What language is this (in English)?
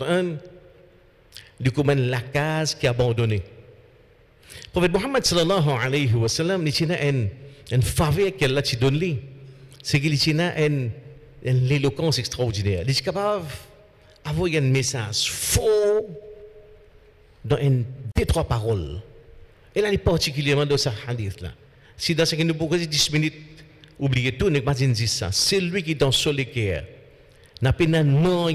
French